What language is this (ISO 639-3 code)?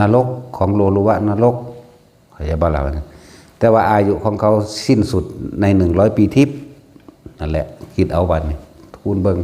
tts